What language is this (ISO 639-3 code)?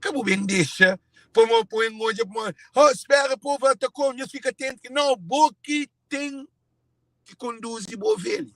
kea